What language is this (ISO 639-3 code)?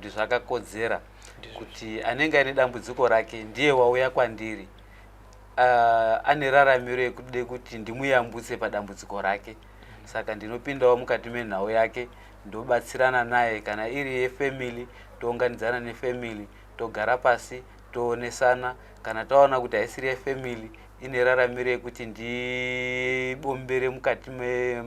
sna